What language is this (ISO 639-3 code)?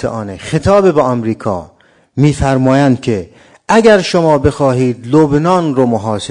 fas